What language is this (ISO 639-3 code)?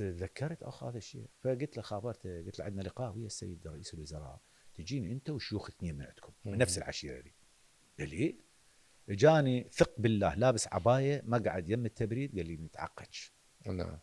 acm